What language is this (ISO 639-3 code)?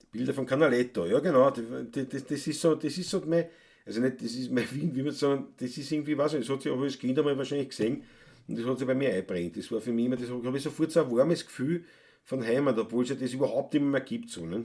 bar